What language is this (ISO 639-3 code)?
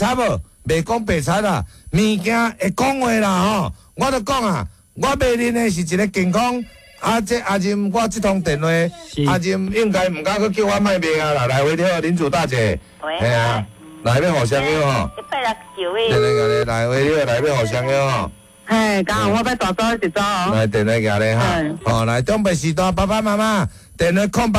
nan